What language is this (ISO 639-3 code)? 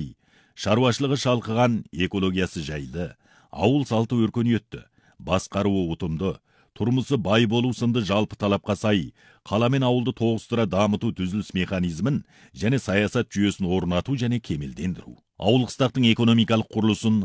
kaz